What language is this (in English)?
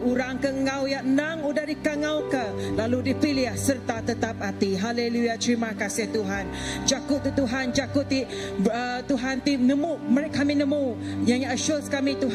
Iban